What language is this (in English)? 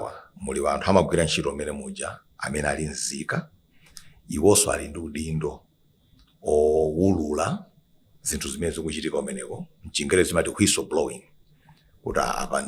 Nyanja